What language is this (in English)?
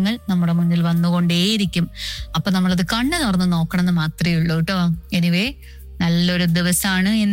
Malayalam